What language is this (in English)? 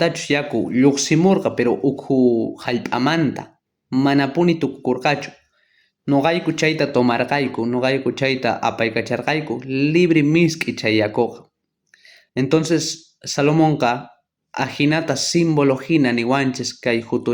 South Bolivian Quechua